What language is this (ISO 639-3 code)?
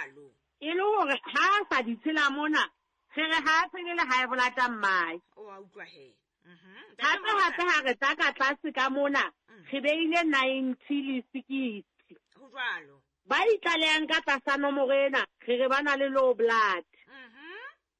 sot